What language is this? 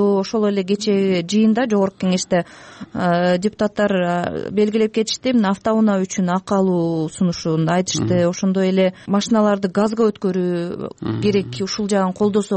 Kyrgyz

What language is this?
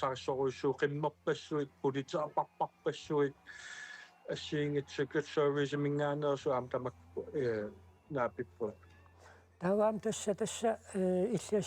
Kalaallisut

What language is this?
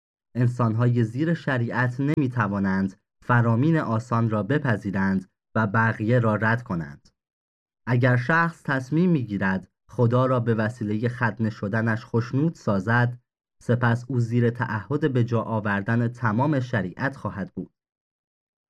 Persian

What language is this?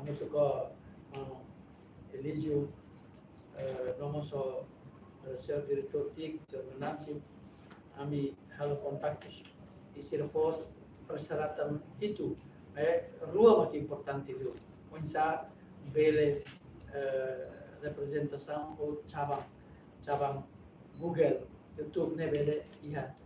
Tetum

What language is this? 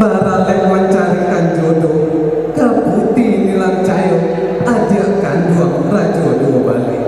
Minangkabau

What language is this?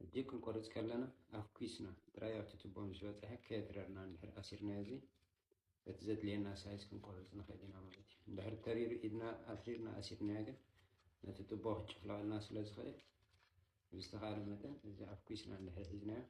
Tigrinya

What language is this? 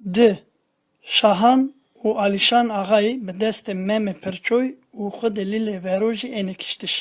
Zaza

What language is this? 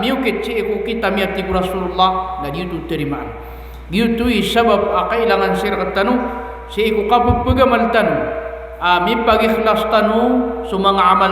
Maranao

